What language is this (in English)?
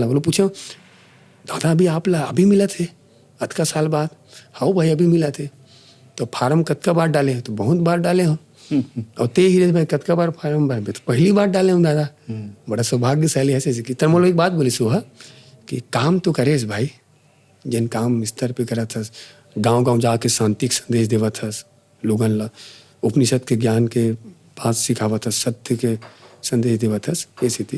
Chhattisgarhi